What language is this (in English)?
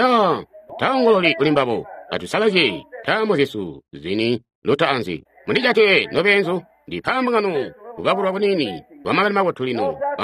Tonga (Zambia)